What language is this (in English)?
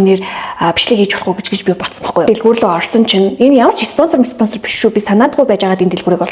Mongolian